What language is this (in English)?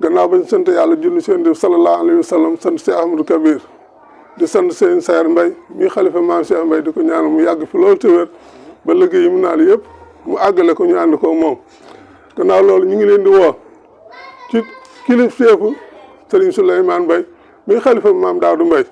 Wolof